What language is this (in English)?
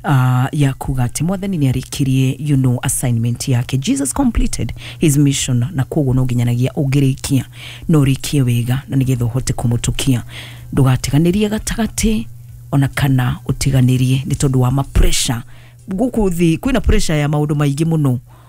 Kikuyu